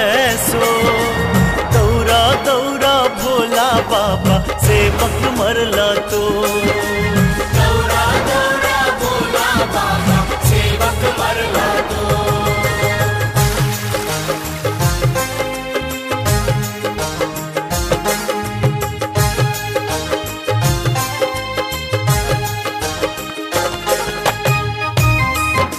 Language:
Bhojpuri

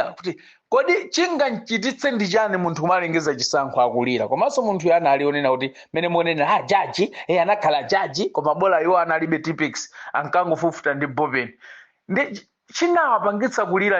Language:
Nyanja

